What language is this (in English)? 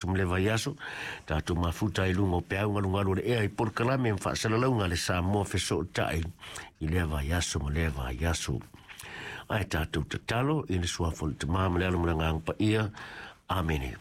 Samoan